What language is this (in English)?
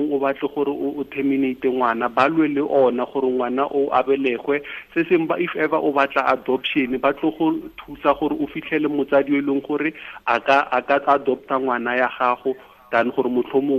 Tswana